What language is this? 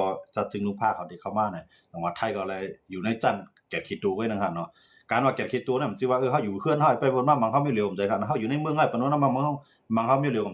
Shan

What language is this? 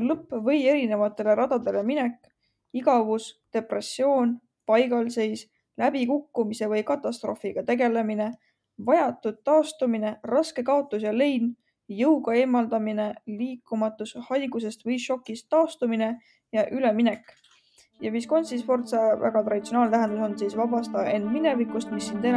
Estonian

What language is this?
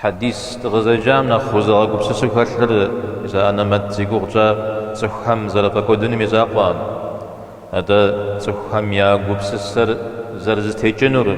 Kabardian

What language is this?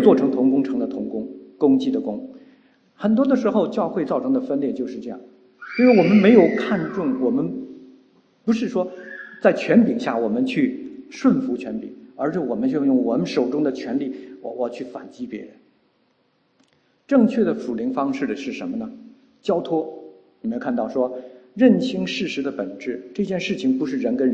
Chinese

